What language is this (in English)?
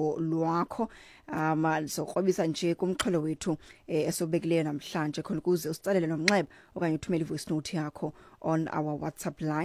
Xhosa